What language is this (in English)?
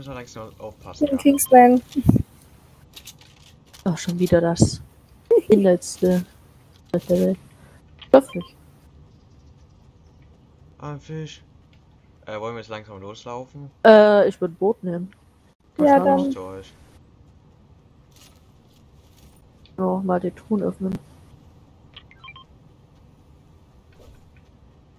German